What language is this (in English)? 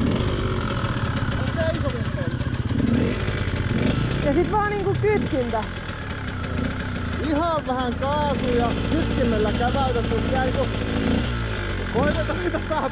Finnish